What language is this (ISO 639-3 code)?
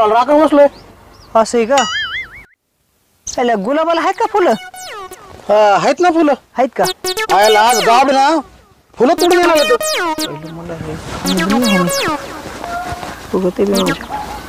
mar